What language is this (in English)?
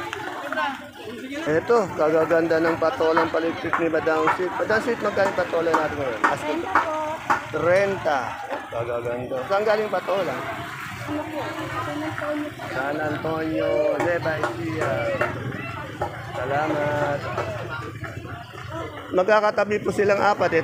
Filipino